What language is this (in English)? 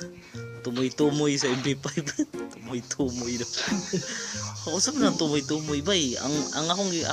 Cebuano